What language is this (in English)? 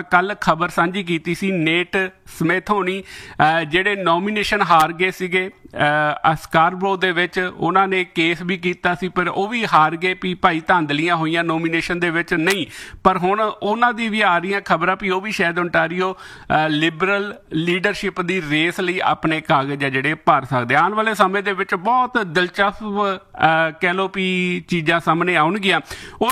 Punjabi